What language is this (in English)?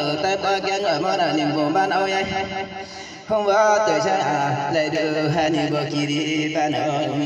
Riang (India)